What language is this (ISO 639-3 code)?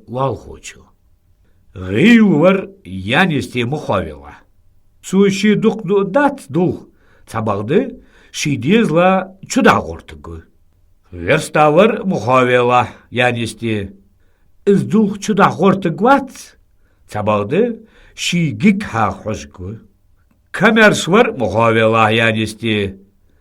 inh